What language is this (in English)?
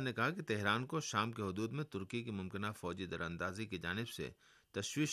Urdu